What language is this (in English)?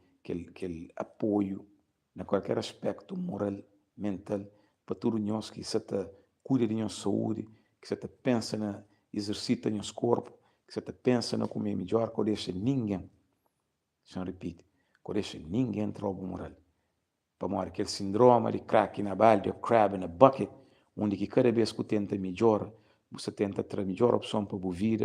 Kabuverdianu